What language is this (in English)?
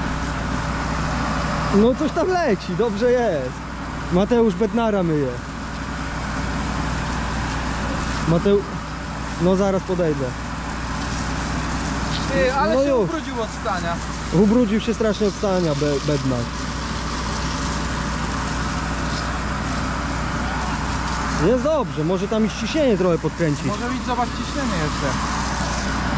Polish